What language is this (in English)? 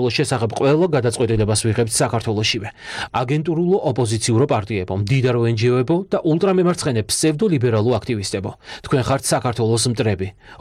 Georgian